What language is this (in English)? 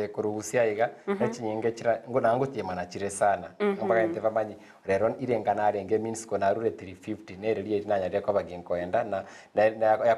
Gusii